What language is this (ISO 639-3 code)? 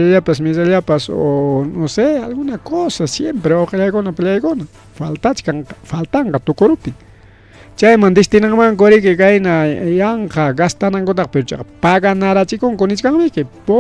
quy